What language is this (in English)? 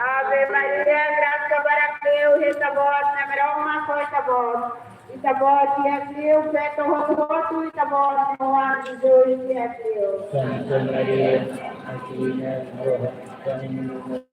Tetum